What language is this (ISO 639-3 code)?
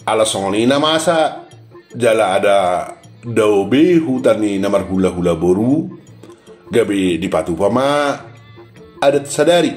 bbc